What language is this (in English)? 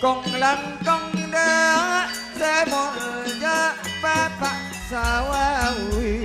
Madurese